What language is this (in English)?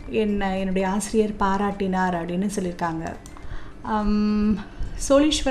Tamil